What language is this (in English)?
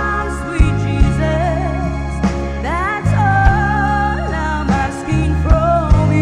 Poumei Naga